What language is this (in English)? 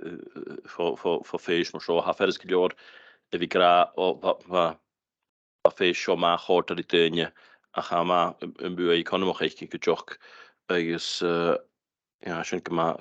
Scottish Gaelic